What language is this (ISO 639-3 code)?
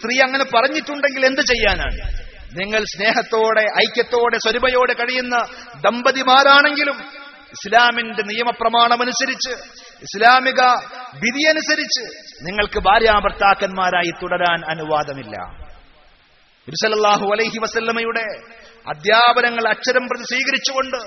mal